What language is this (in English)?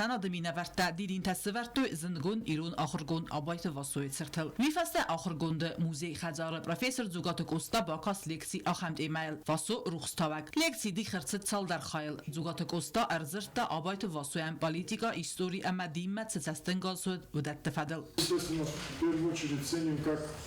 Ossetic